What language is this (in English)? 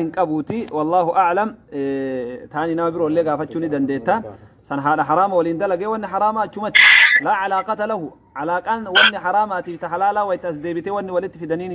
Oromo